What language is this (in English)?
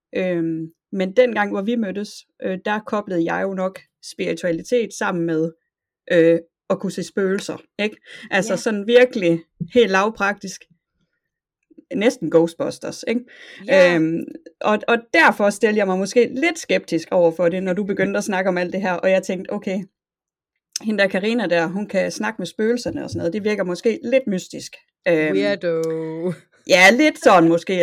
Danish